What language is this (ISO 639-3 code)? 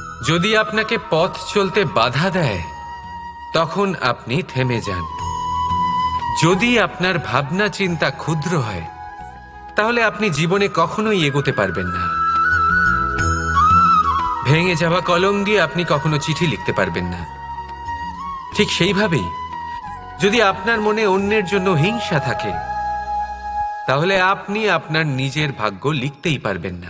ben